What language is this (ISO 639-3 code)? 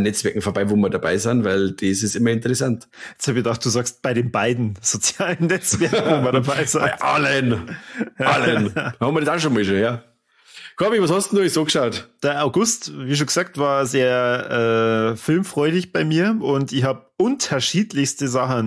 bar